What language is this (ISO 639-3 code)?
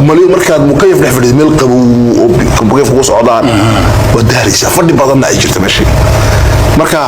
som